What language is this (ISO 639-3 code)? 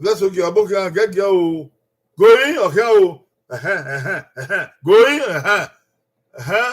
bin